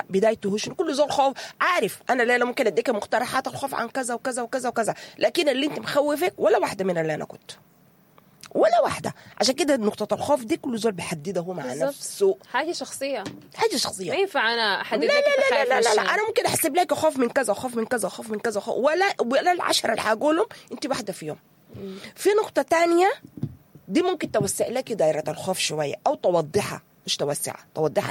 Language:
Sudanese Arabic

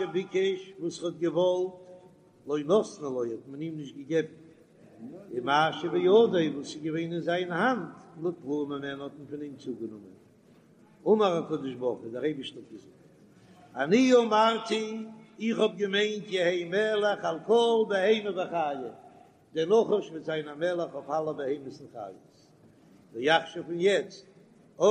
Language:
Yiddish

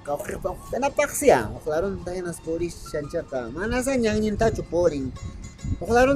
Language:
Quechua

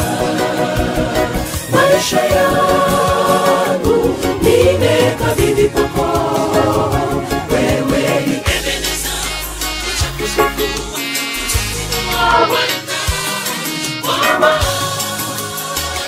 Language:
Swahili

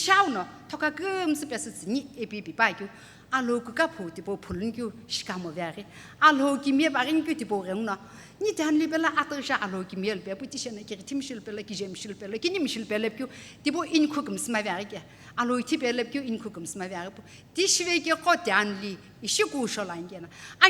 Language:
Sumi Naga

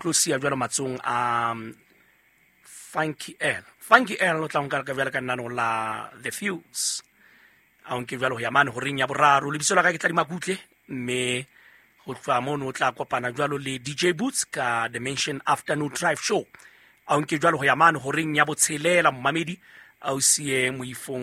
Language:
Southern Sotho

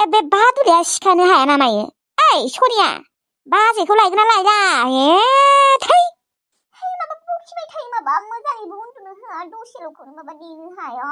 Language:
Bodo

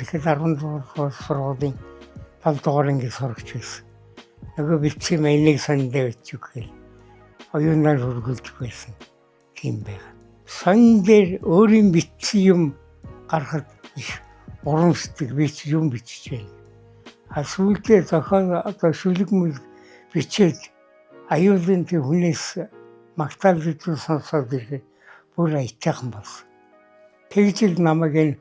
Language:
Mongolian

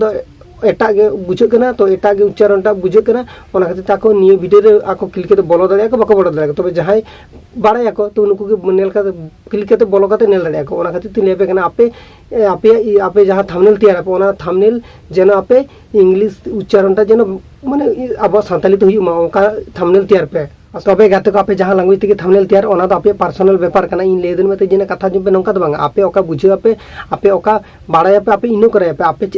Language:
Santali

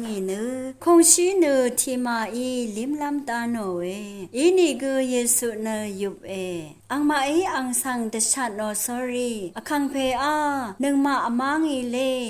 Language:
Rawang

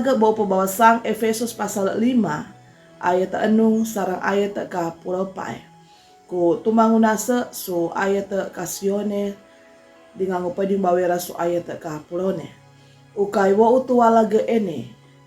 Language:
Sangir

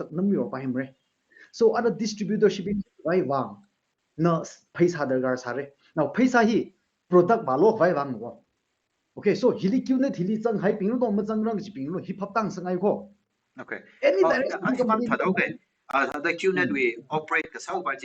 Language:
Tangkhul Naga (India)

